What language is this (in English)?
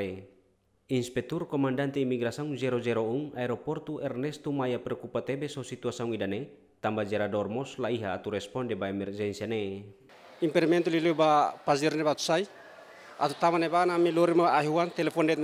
Tetum